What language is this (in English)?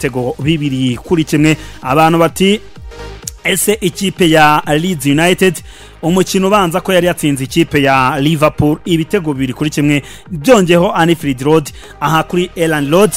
Kinyarwanda